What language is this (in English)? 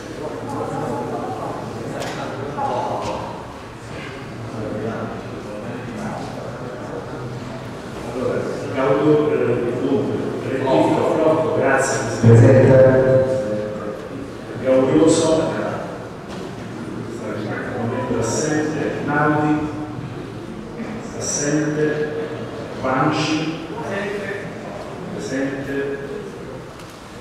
Italian